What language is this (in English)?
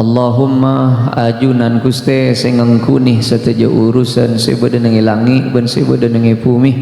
Madurese